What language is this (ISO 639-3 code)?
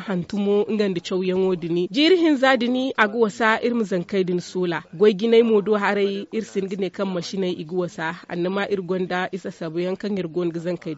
dje